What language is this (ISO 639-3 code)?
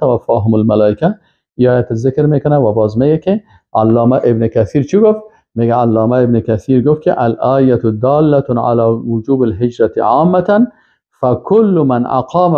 fas